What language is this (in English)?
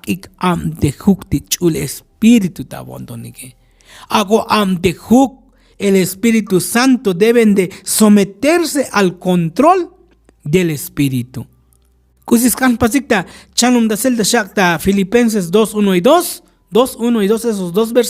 Tzotzil